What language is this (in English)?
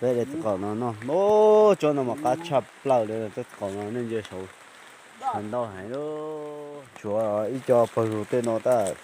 Hmong